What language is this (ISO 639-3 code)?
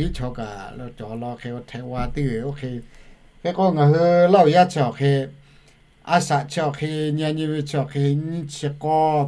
lhu